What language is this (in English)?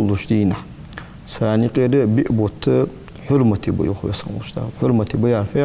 Ingush